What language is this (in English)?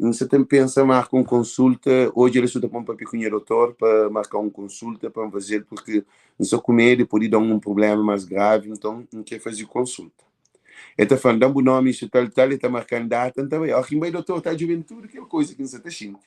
Kabuverdianu